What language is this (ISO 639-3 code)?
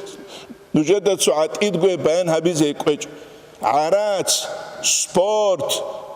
ava